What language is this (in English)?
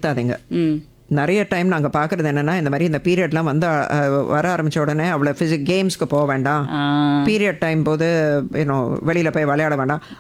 Tamil